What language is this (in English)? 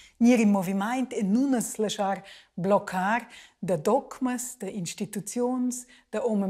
Romansh